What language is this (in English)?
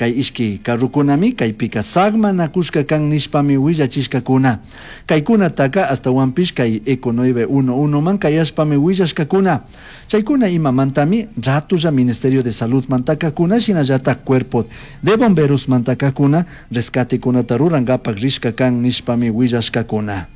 Chimborazo Highland Quichua